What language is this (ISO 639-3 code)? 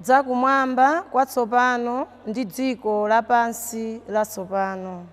nya